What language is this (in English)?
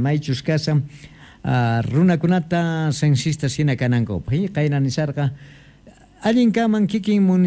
Quechua